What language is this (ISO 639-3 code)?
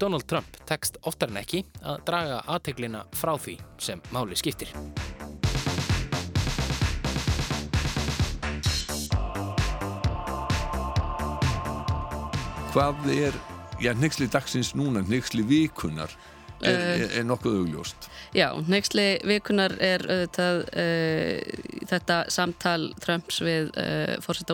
isl